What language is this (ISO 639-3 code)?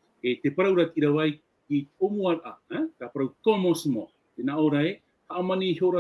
tah